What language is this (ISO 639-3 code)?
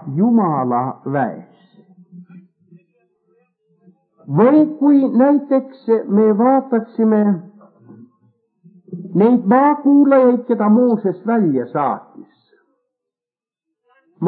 est